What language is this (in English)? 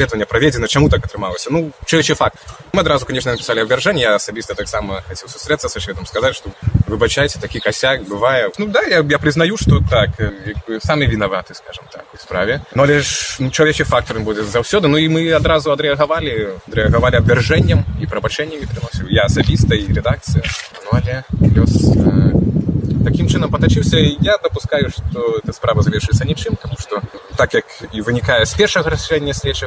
Belarusian